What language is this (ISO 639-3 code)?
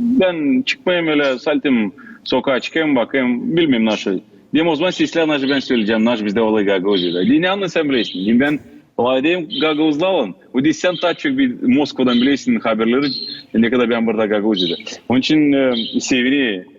gag